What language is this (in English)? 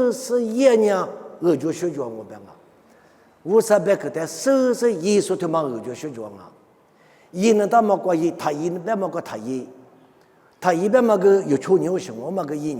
Lisu